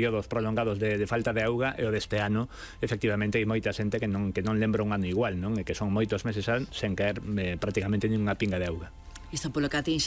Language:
Galician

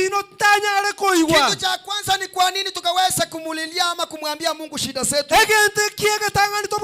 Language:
Gusii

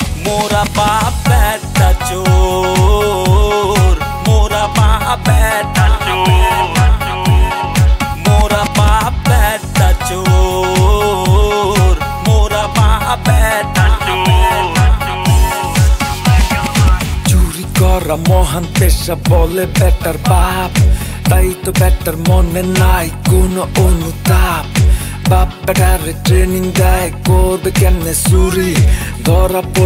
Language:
Bangla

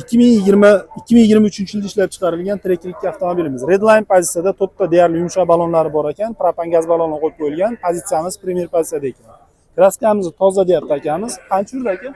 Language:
Uzbek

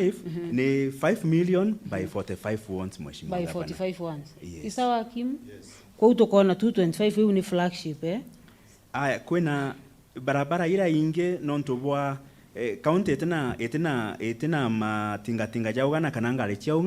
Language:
Meru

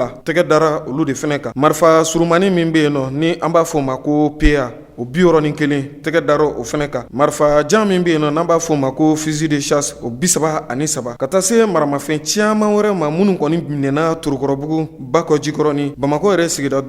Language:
Bambara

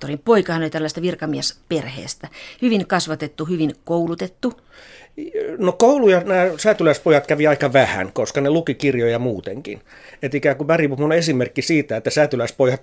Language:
Finnish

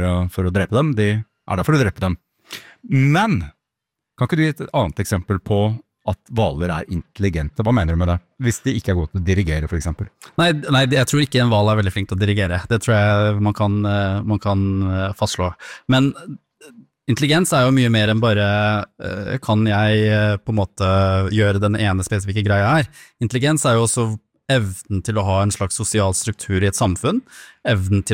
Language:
Norwegian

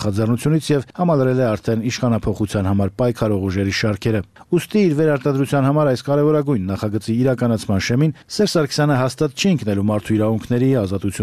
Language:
Armenian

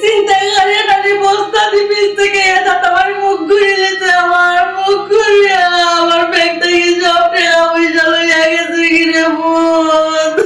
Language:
Sylheti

